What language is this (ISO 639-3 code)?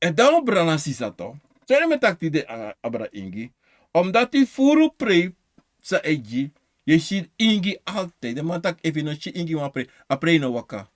srn